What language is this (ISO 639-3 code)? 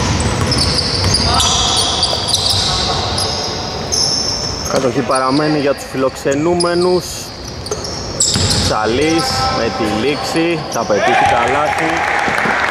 ell